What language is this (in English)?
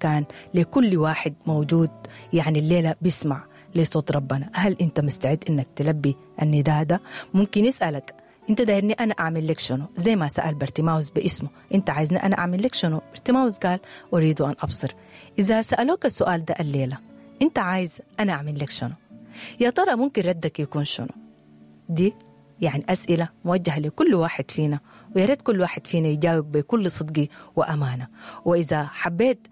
Sudanese Arabic